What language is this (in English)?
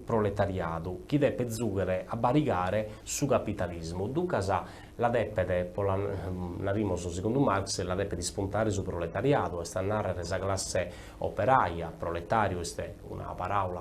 Sardinian